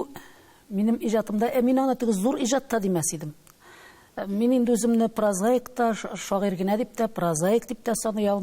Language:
Tatar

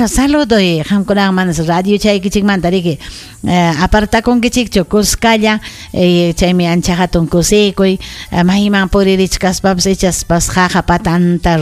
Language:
Ayacucho Quechua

